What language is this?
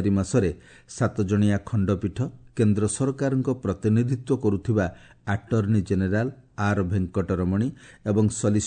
Odia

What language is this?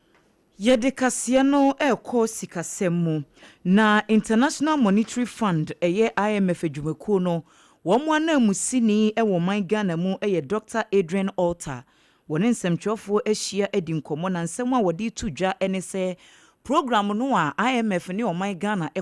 Akan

